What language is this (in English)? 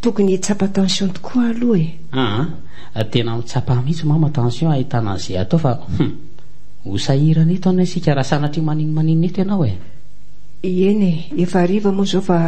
Malagasy